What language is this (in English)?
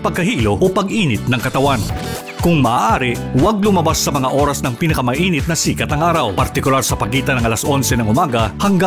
Filipino